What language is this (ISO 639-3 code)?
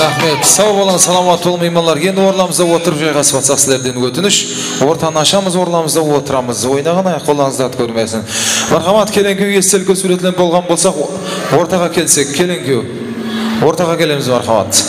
kaa